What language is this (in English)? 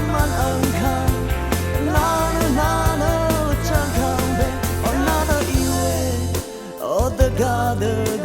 Rawang